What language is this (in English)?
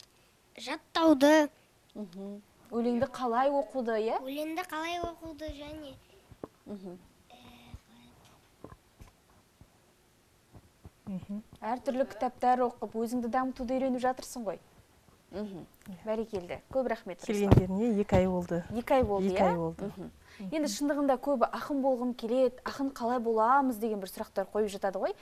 Kazakh